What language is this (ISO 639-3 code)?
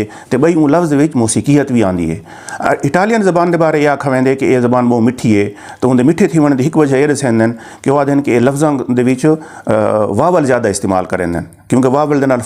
skr